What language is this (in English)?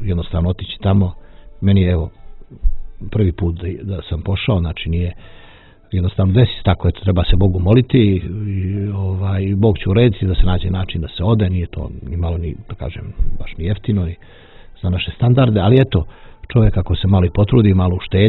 Bosnian